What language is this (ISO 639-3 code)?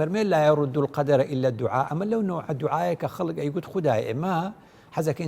ckb